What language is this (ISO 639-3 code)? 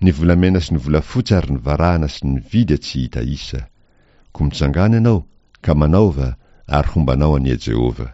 mlg